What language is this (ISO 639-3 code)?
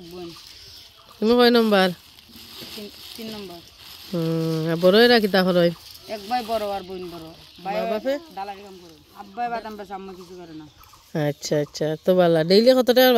syl